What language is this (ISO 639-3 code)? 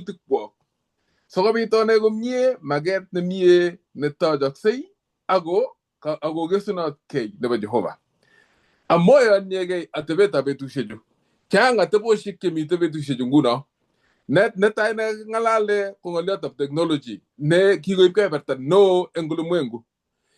kln